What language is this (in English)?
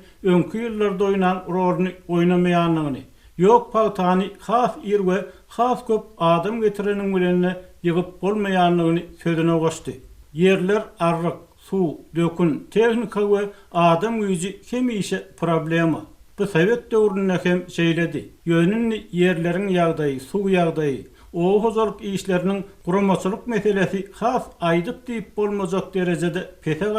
Turkmen